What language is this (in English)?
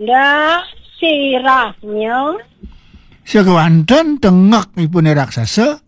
Balinese